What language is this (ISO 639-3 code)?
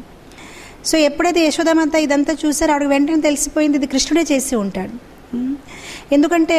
tel